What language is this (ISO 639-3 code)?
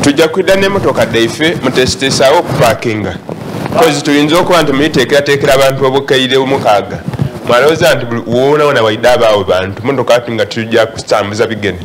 xog